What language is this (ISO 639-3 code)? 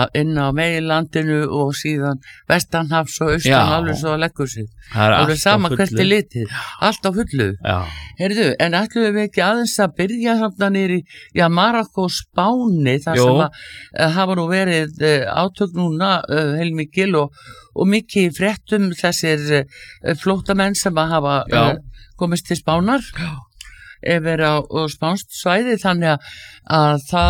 isl